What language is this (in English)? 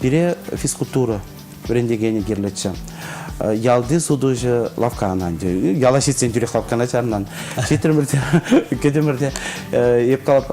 Chuvash